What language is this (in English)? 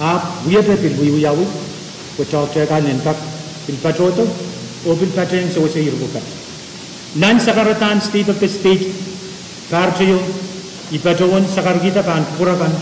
Pohnpeian